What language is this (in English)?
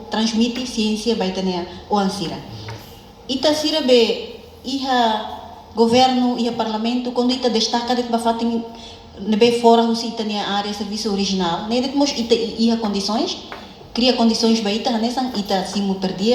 Tetum